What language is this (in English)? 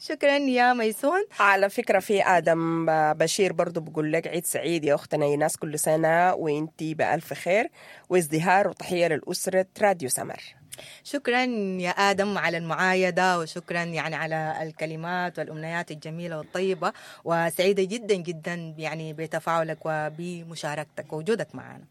Sudanese Arabic